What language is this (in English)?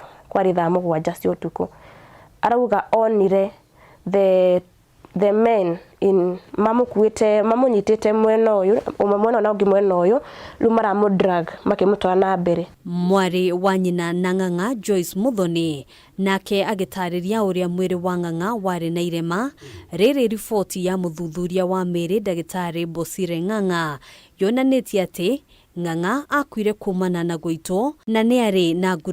Kikuyu